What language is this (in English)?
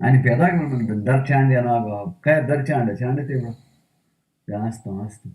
Baluchi